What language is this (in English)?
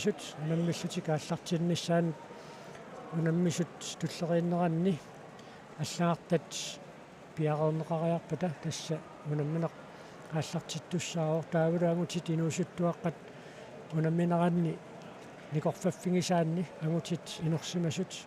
Kalaallisut